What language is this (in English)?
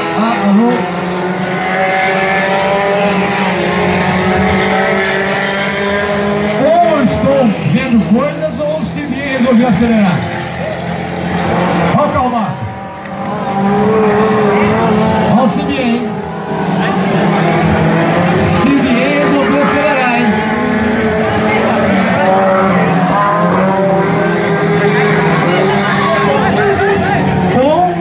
Portuguese